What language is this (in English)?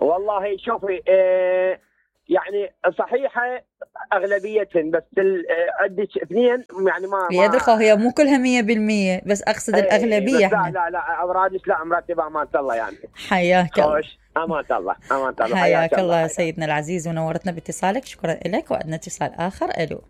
Mesopotamian Arabic